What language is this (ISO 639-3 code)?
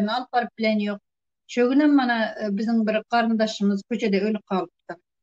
tuk